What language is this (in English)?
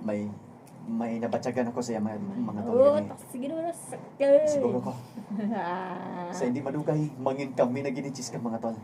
Hiligaynon